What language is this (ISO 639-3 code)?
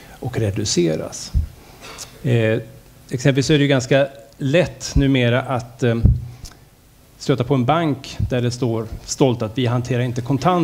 swe